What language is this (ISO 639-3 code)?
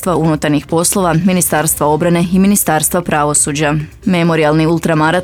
hrv